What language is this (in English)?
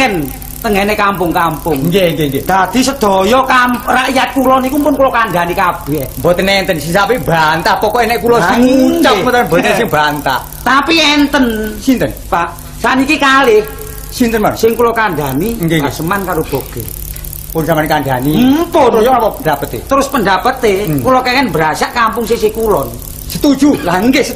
Javanese